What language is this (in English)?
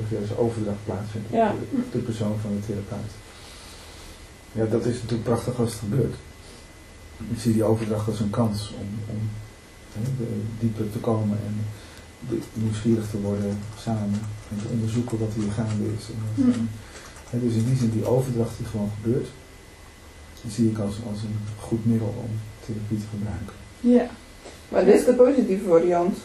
Dutch